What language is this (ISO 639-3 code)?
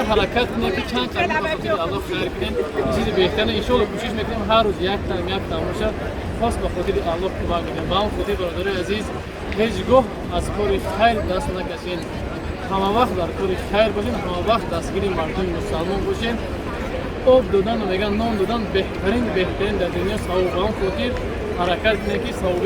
tgk